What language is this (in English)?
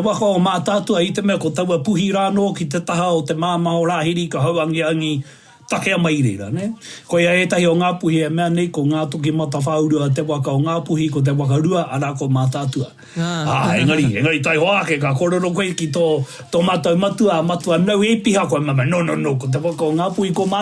Māori